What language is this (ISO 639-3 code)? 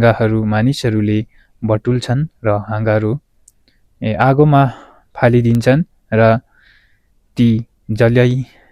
nep